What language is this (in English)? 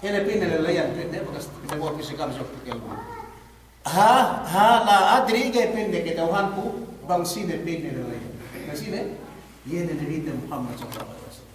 Yakan